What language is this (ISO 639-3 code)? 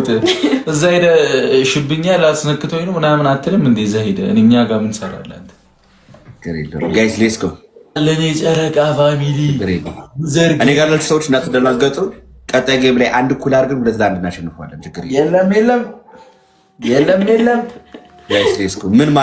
amh